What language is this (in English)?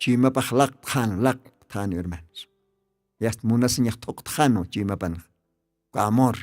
Aymara